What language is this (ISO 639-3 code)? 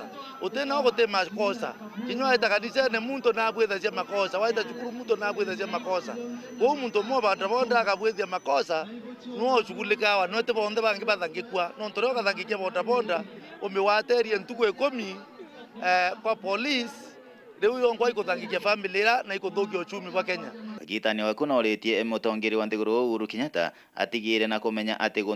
mer